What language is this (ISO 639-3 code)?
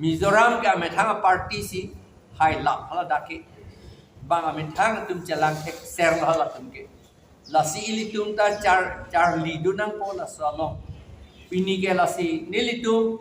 mjw